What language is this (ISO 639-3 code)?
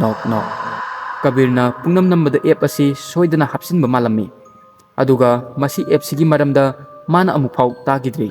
mni